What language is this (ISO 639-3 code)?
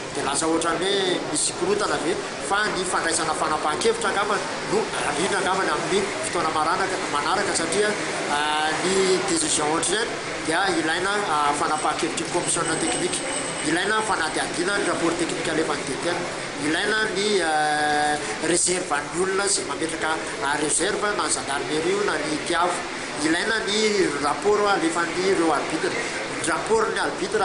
mlg